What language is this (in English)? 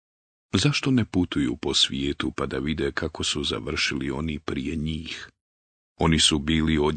Bosnian